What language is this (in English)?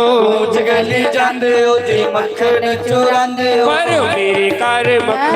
Dogri